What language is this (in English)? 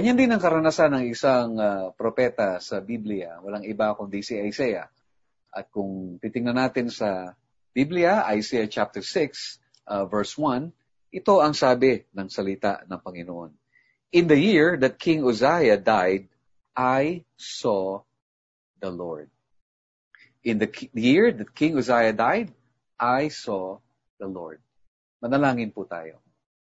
Filipino